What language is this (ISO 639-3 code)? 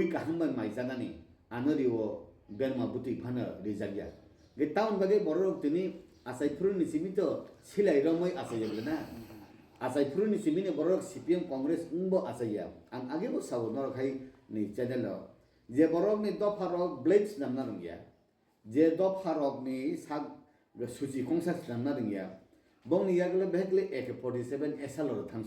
trp